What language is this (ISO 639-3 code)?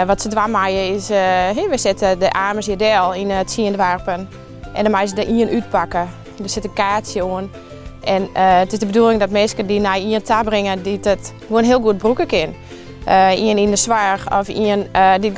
fry